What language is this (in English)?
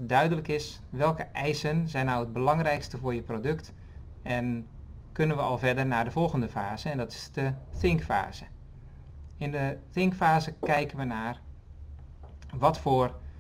Dutch